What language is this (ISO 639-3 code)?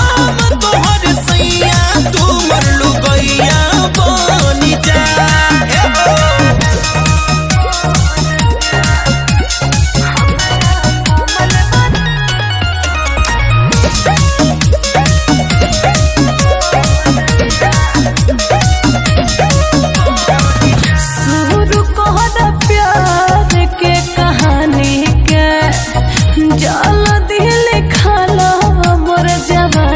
bho